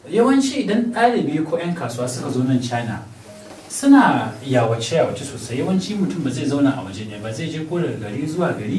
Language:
Hausa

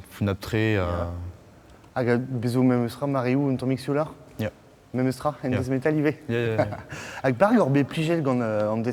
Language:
Breton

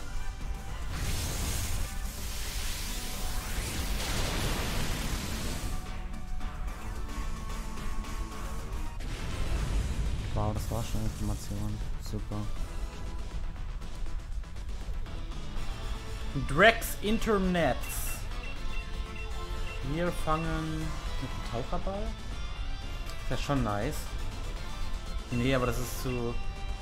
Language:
German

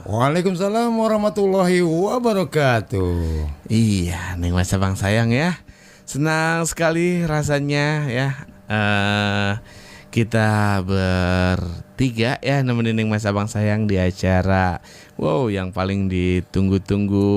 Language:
Betawi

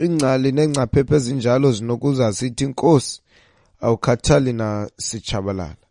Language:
Xhosa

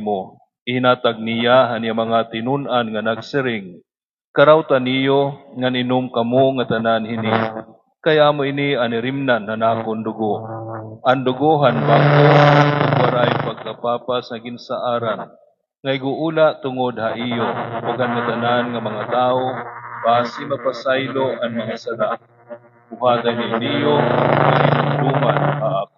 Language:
Waray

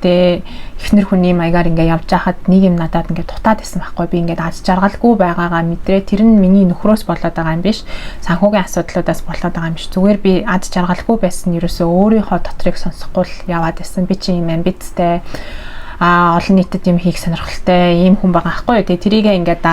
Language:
Mongolian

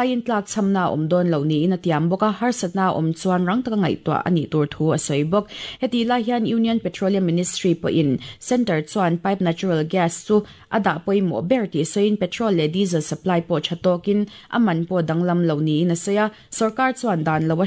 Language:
Mizo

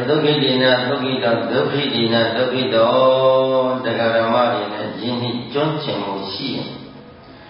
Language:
Burmese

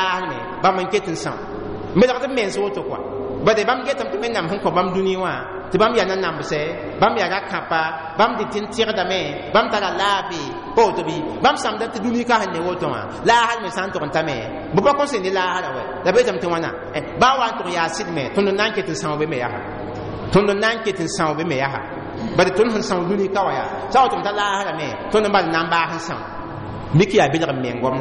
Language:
Mossi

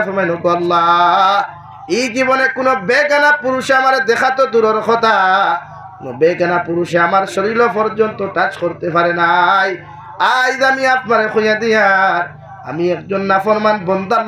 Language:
Sylheti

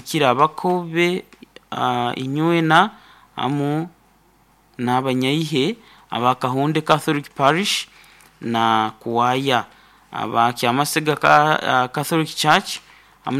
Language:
Nyankole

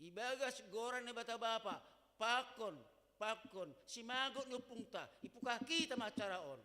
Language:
Batak Simalungun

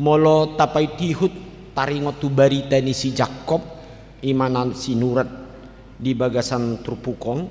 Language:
Batak Toba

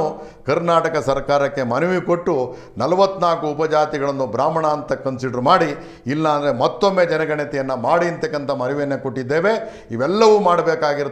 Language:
Kannada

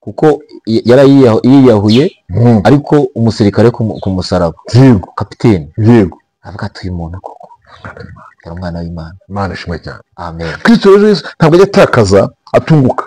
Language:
Kinyarwanda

